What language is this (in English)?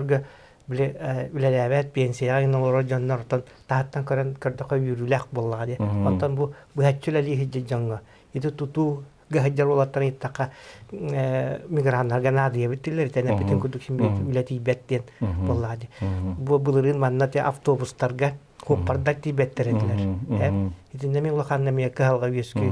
Yakut